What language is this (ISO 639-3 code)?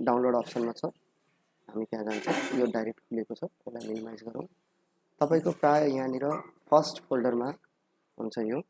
nep